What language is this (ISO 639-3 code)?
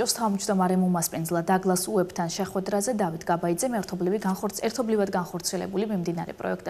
kat